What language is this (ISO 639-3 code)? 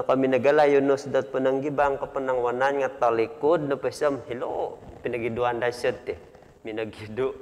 dtp